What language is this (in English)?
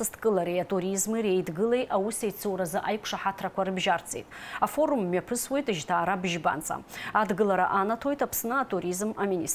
Abkhazian